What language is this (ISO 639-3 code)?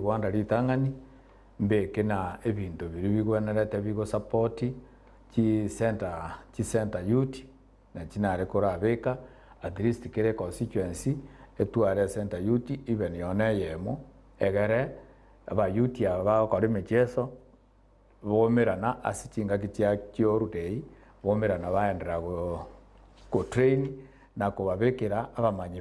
guz